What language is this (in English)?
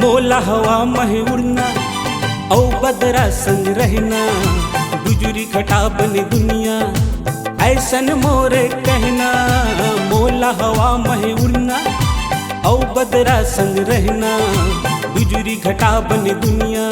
Chhattisgarhi